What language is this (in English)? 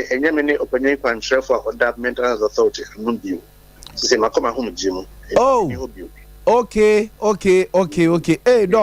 Akan